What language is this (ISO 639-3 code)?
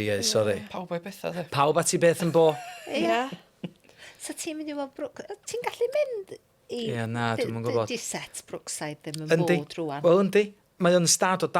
cym